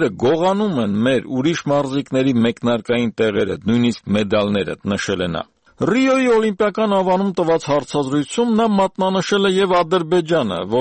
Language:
Armenian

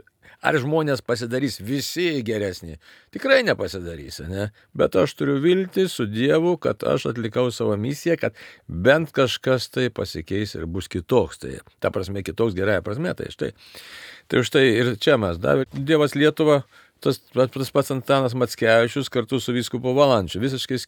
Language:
Lithuanian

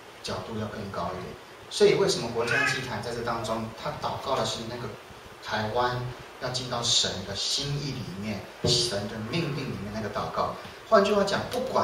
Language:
Chinese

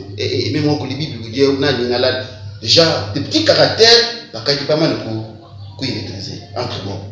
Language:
Luba-Lulua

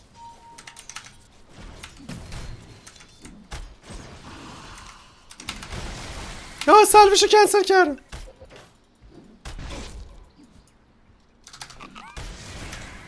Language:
Persian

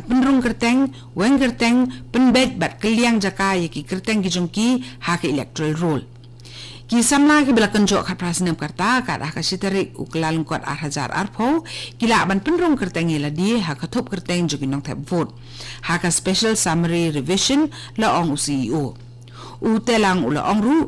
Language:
Khasi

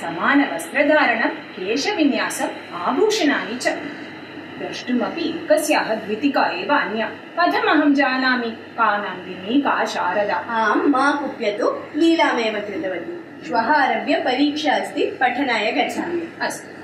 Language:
Sanskrit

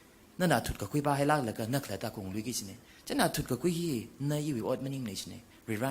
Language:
Tangkhul Naga (India)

